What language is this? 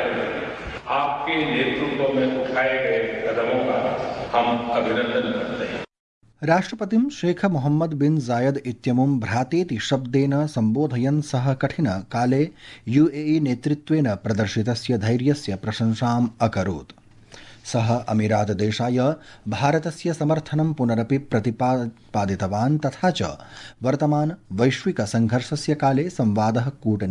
Sanskrit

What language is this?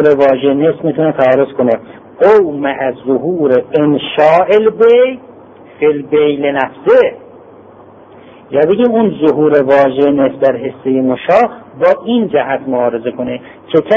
Persian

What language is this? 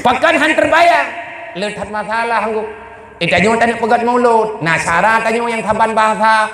Achinese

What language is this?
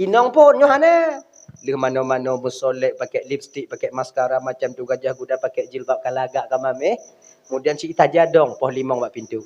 Achinese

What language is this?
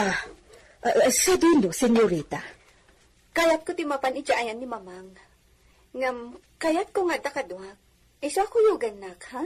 Iloko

